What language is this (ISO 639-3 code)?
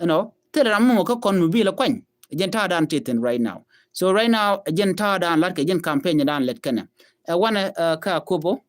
nus